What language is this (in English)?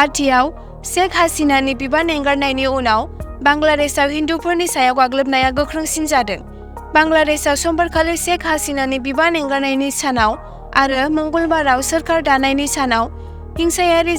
Bodo